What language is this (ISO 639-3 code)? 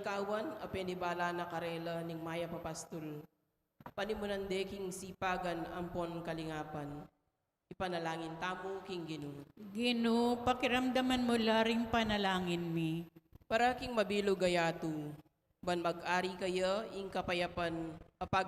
pam